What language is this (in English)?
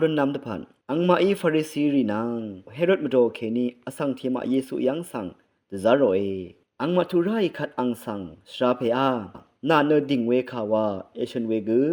Rawang